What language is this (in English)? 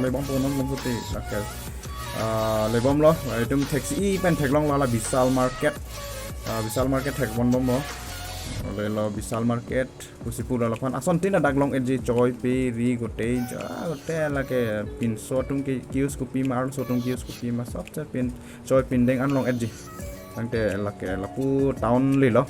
Karbi